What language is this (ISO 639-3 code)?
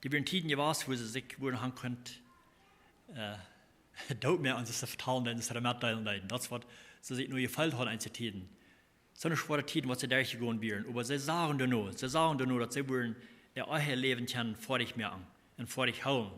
pdt